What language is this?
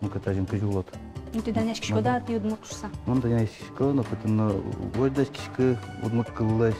Udmurt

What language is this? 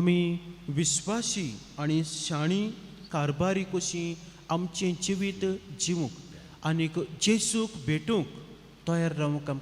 Konkani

